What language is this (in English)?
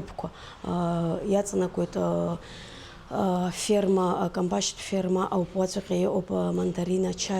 Abkhazian